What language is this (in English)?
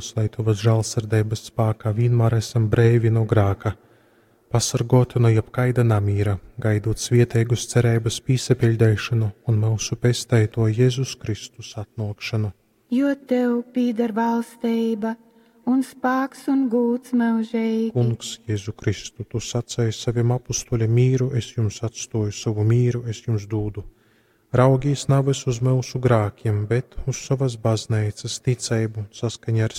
Latgalian